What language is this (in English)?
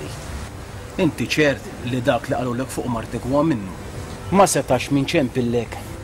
Maltese